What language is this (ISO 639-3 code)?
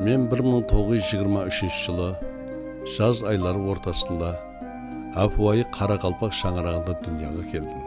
kaa